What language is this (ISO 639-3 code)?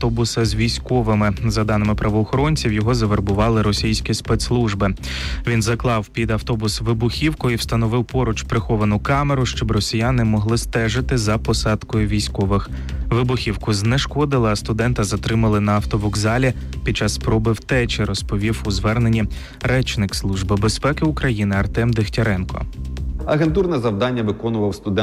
ukr